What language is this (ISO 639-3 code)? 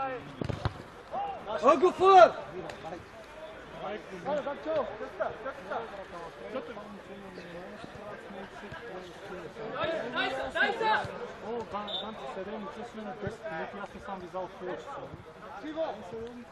bul